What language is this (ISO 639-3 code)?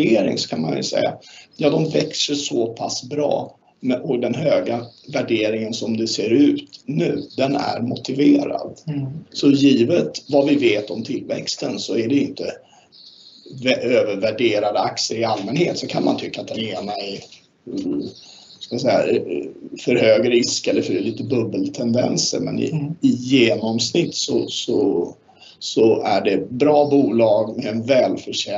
swe